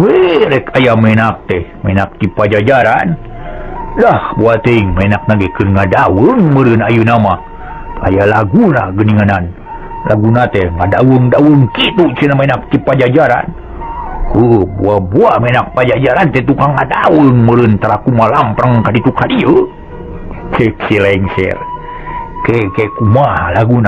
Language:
Sundanese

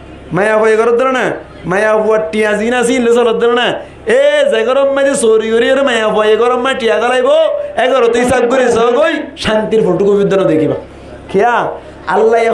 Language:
Rohingya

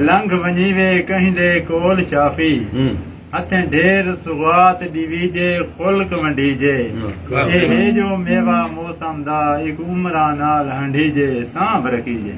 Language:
Saraiki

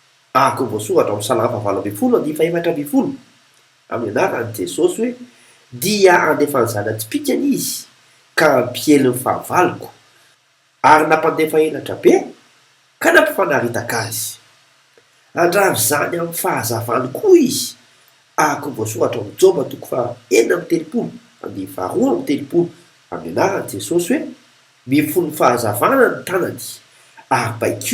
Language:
Malagasy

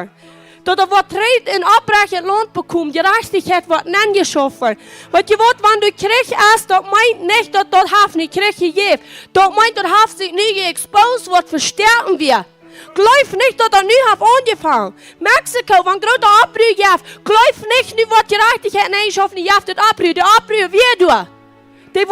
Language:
Plautdietsch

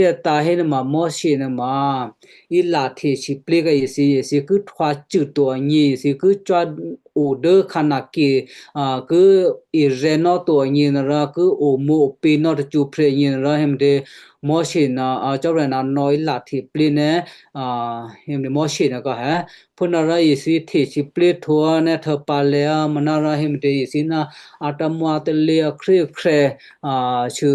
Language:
Western Kayah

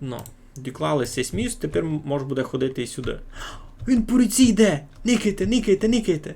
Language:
Rusyn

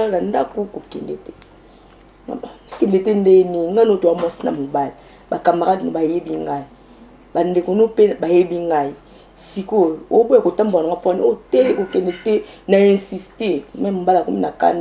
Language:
Lingala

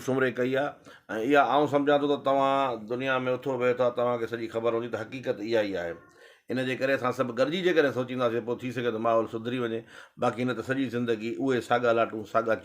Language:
Sindhi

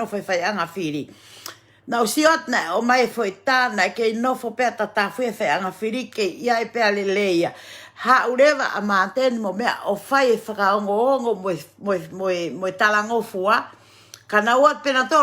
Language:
Tongan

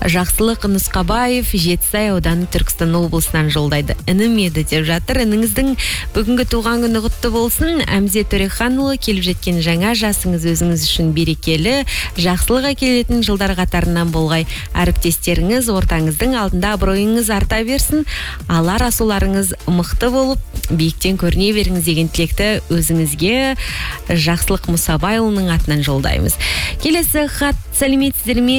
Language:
Kazakh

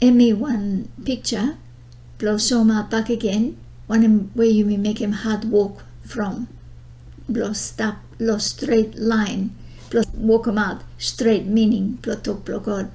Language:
Bislama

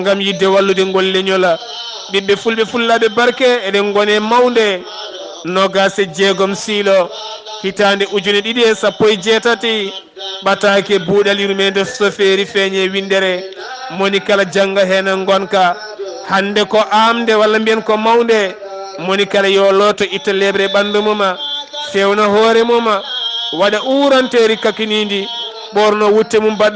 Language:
Fula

